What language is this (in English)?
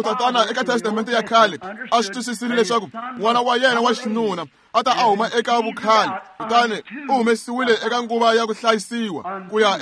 Tsonga